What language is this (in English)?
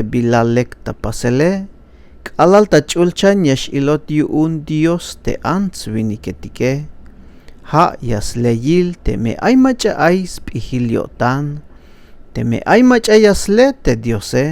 Tzeltal